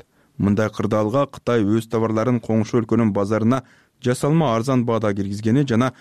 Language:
Kyrgyz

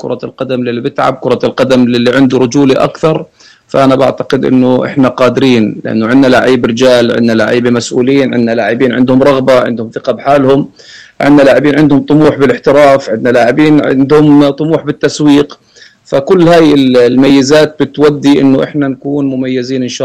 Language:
North Levantine Arabic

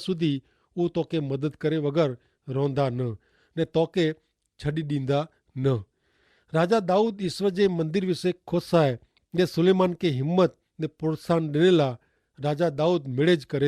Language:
Kachhi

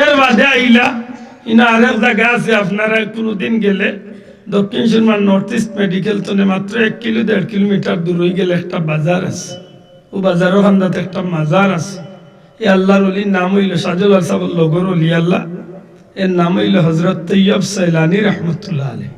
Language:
Sylheti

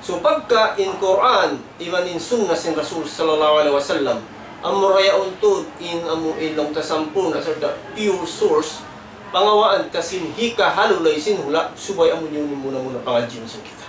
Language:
Tausug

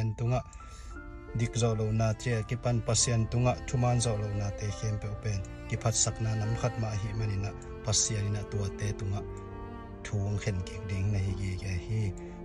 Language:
Tedim Chin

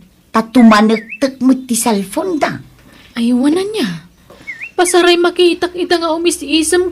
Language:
Iloko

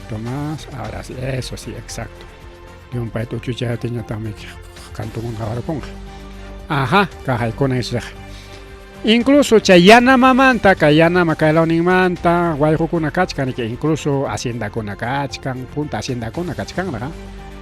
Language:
Ayacucho Quechua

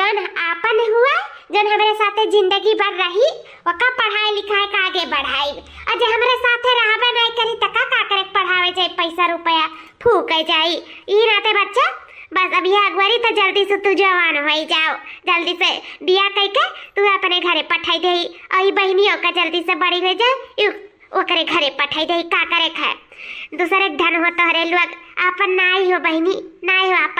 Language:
Awadhi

